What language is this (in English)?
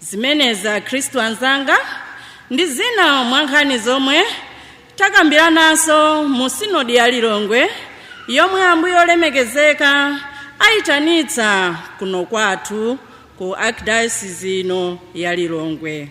Nyanja